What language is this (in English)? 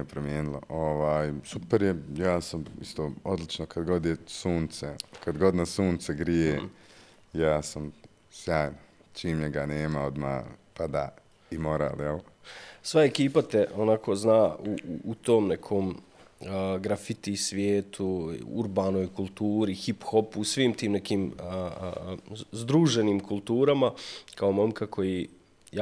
Bosnian